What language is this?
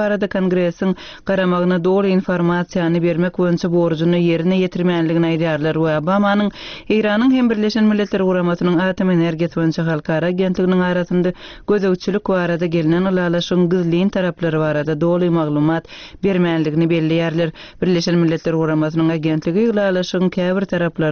Turkmen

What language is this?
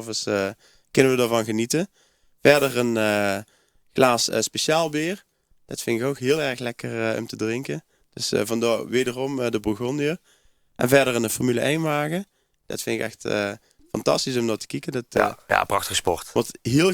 Limburgish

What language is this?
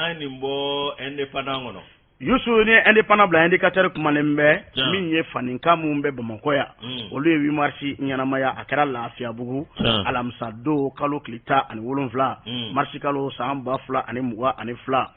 Bambara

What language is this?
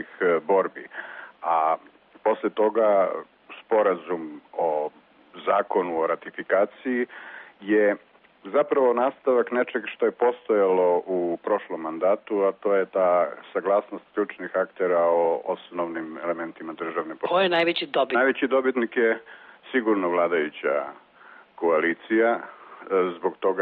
Serbian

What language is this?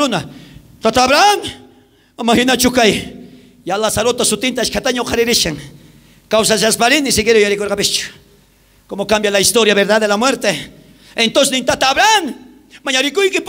South Bolivian Quechua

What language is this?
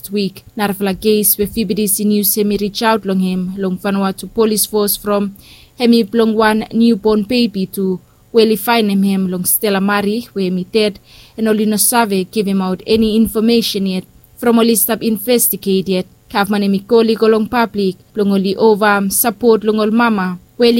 Bislama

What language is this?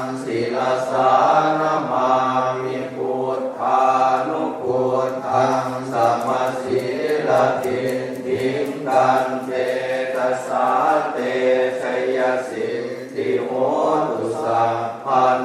Pali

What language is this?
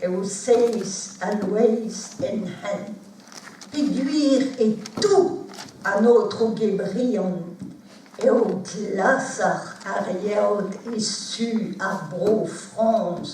Breton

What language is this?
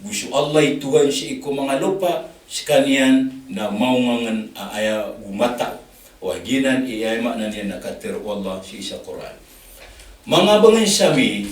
Maranao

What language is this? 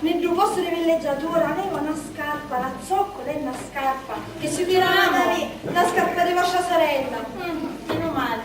Sicilian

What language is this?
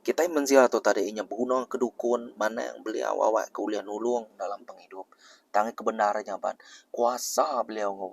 Iban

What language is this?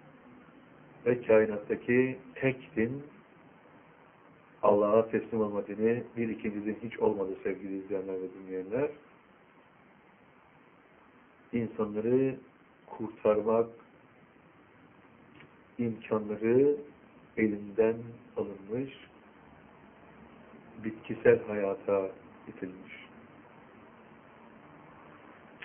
Turkish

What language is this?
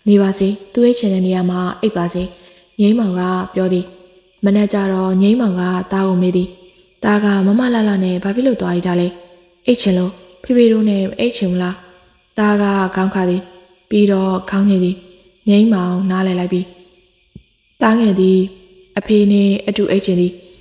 Burmese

